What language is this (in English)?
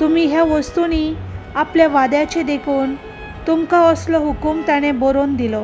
Konkani